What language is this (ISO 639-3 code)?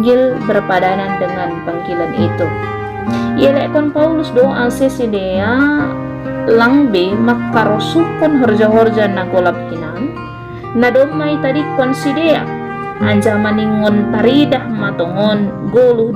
bts